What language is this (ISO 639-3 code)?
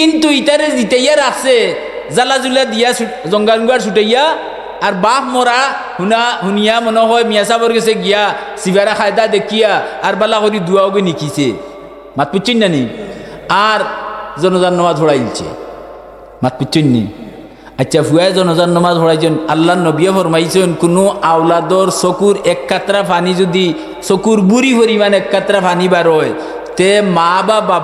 syl